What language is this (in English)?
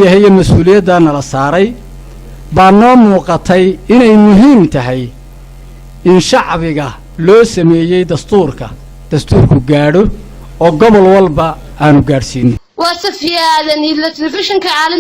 Somali